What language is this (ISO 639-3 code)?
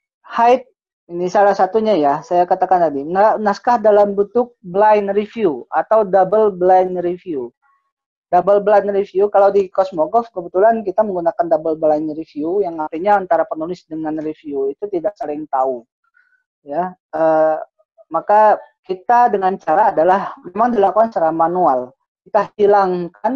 ind